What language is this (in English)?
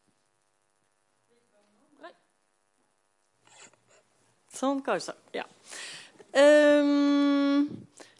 Norwegian